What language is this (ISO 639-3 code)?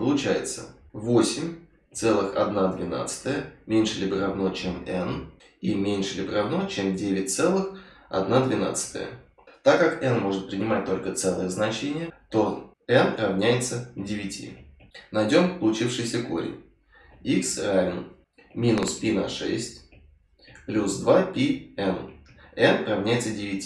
rus